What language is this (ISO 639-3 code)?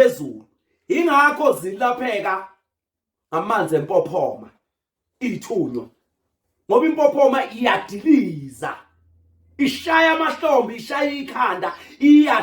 zul